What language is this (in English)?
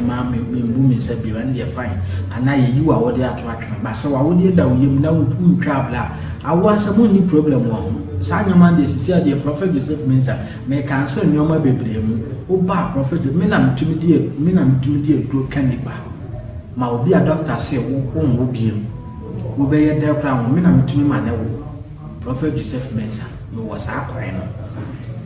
Akan